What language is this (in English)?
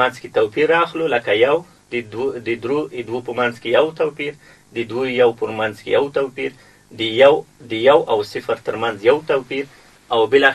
Pashto